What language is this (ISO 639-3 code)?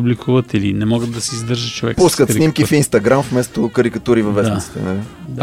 bul